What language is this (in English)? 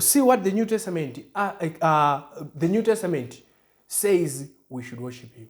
English